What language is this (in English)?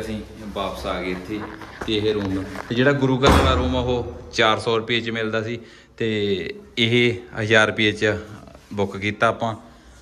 Punjabi